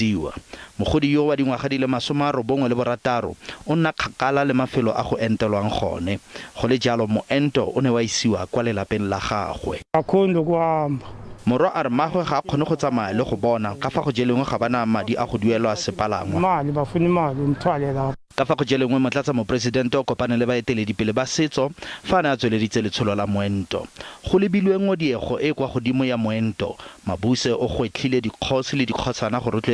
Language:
Tswana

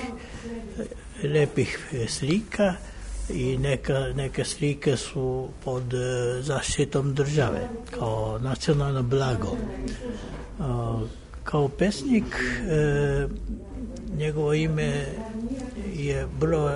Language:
Serbian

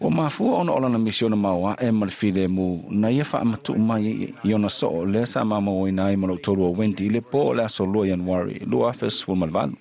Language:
Samoan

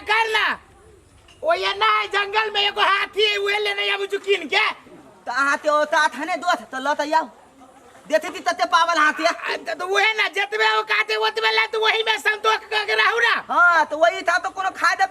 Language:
Maithili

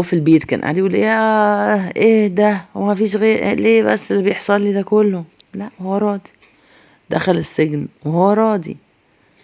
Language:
Egyptian Arabic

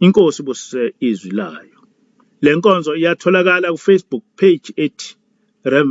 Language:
Zulu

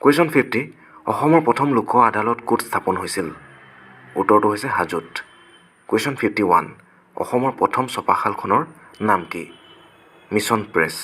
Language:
Assamese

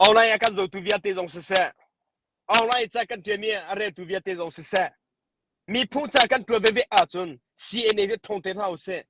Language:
Hakha Chin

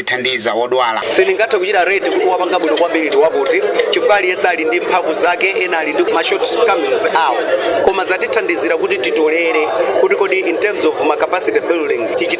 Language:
Nyanja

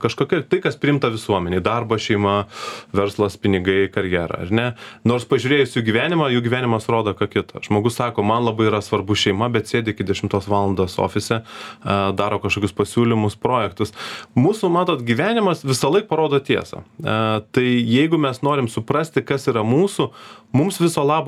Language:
Lithuanian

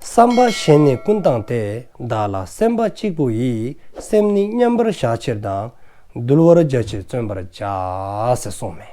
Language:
Dzongkha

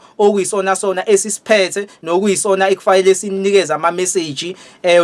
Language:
Zulu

